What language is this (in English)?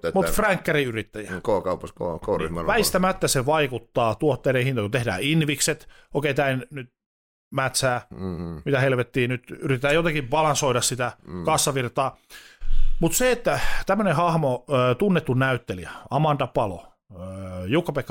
Finnish